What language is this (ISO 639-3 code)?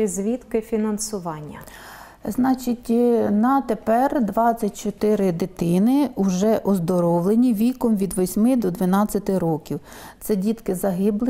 ukr